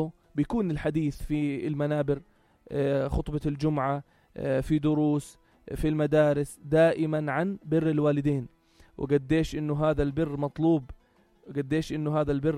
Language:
North Levantine Arabic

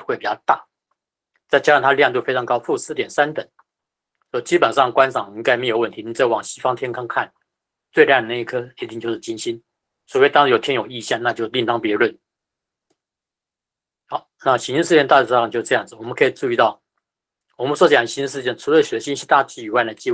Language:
Chinese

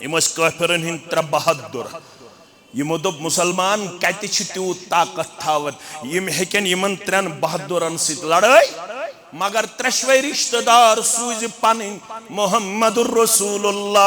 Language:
Kashmiri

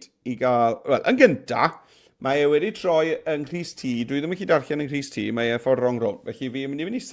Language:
Welsh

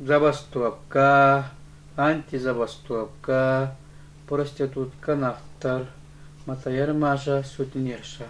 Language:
Yakut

